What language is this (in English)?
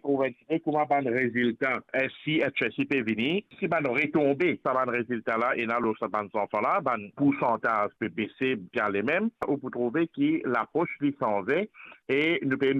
Morisyen